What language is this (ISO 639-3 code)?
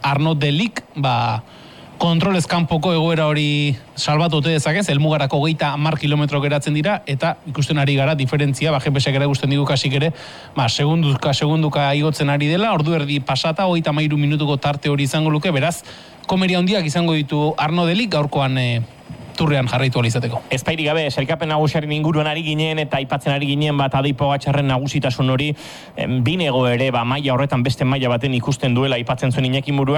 eus